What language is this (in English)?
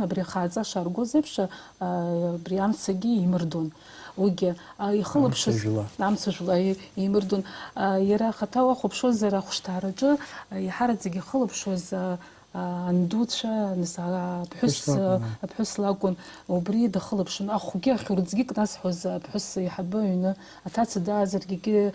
Abkhazian